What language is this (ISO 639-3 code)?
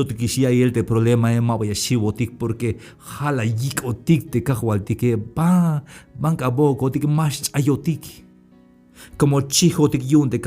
tzh